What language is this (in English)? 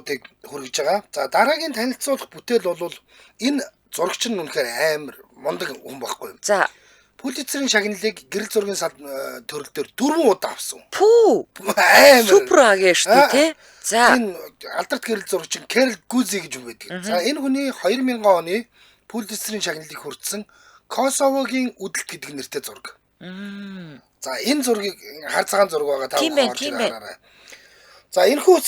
Mongolian